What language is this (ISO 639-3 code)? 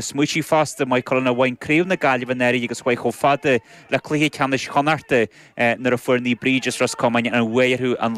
gle